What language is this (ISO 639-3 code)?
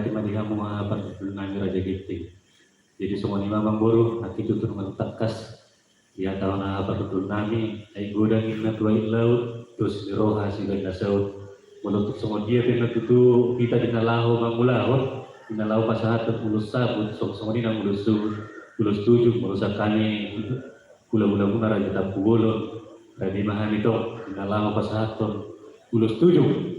bbc